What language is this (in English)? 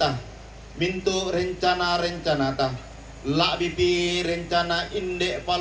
Toraja-Sa'dan